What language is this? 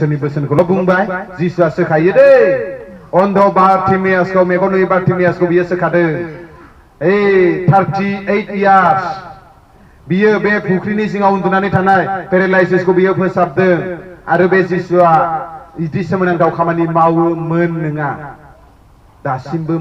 Bodo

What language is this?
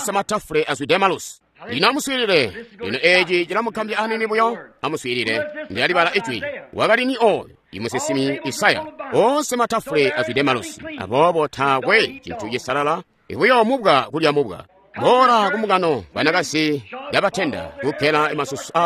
Tonga (Zambia)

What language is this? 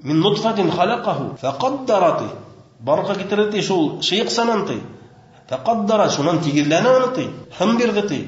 Bashkir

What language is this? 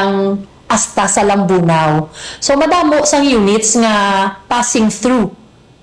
Hiligaynon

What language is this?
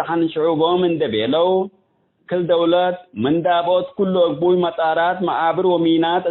Tigre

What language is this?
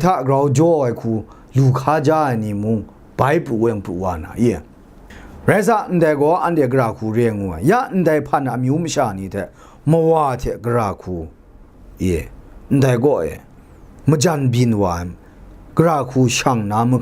Kachin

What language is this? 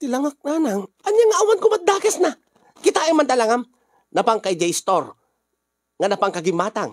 Iloko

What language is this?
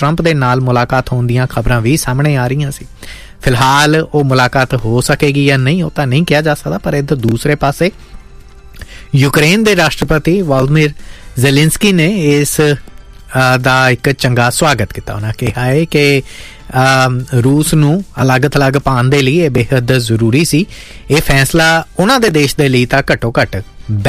Punjabi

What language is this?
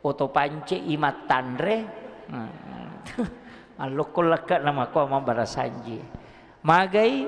Buginese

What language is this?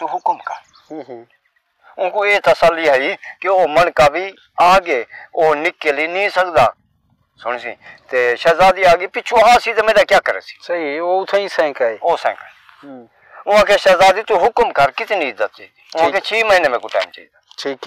Saraiki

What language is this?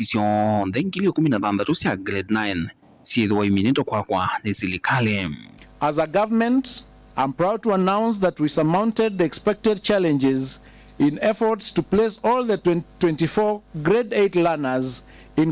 Kamba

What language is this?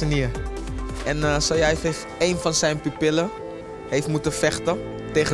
Dutch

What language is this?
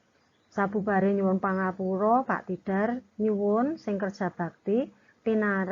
Javanese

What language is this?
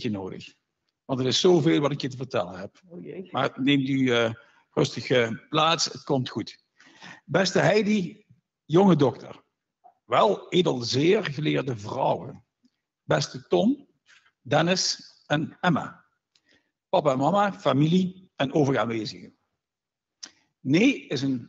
Dutch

